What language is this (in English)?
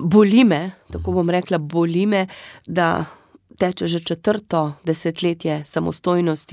Slovenian